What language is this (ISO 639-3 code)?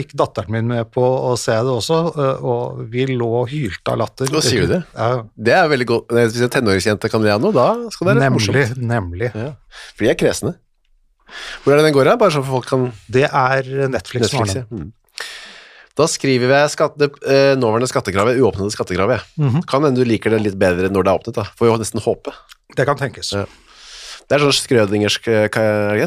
nor